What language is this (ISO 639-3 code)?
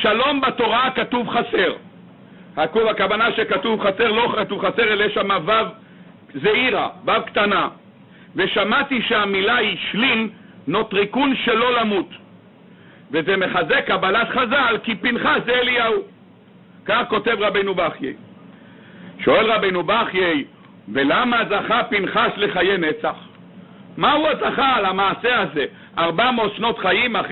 heb